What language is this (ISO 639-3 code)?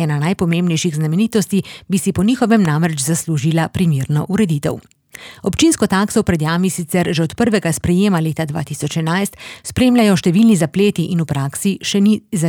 slv